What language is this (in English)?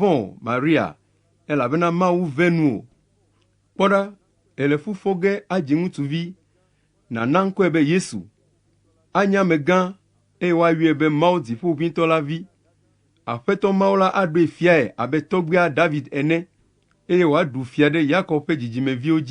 Ewe